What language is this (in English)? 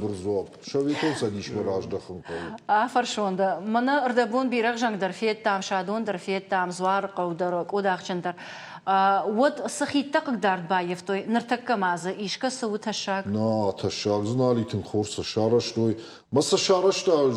Ossetic